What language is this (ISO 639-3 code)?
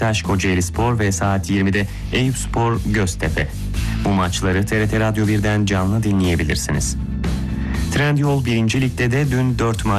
tur